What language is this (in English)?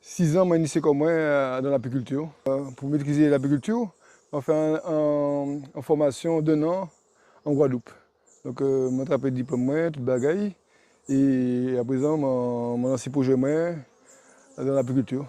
Guadeloupean Creole French